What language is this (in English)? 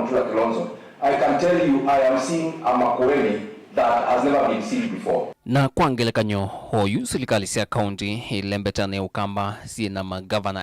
Kamba